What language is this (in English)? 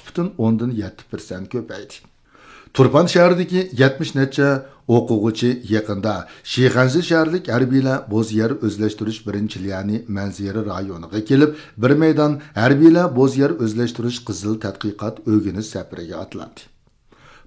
Uyghur